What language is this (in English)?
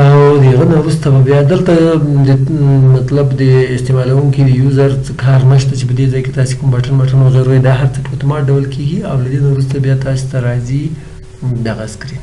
Pashto